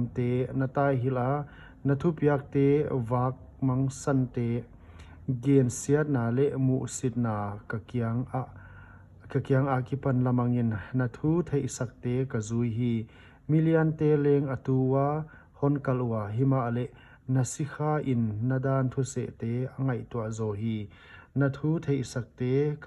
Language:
Paite Chin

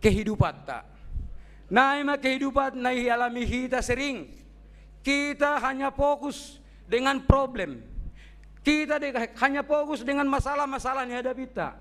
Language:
Batak Simalungun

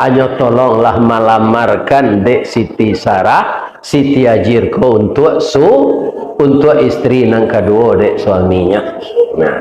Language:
Minangkabau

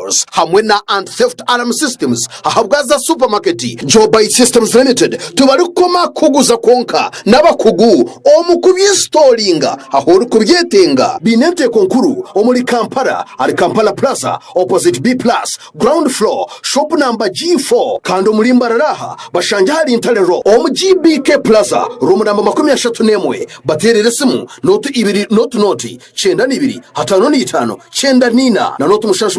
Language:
Nyankole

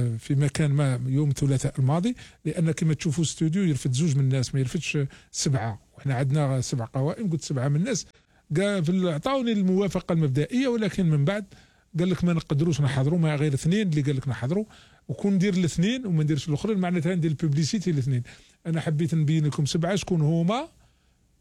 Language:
Algerian Arabic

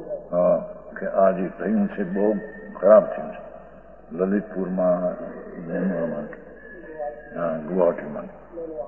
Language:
Gujarati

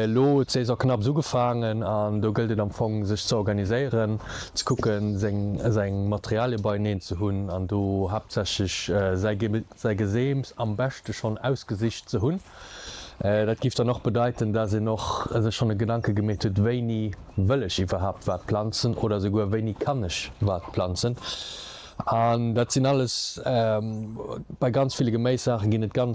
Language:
Luxembourgish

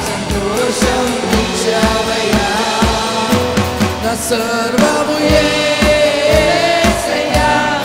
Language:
Telugu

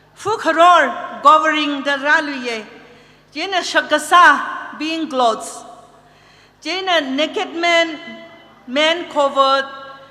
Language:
Tangkhul Naga (India)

